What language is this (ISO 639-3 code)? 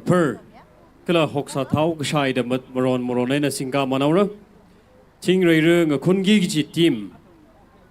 nmf